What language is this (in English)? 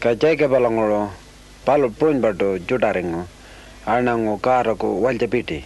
Pitjantjatjara